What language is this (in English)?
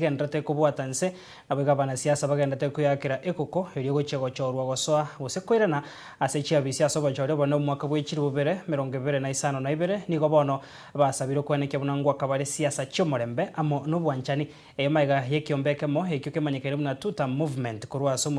Gusii